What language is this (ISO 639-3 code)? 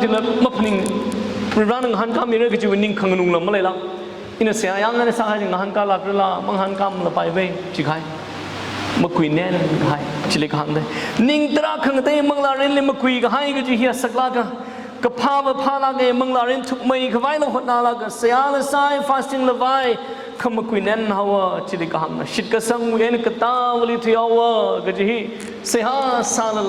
nmf